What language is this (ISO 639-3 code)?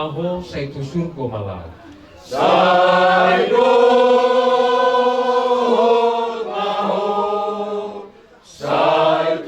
bbc